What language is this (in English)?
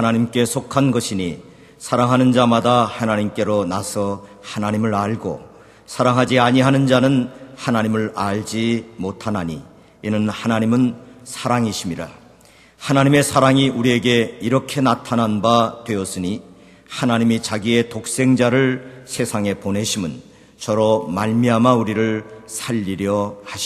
Korean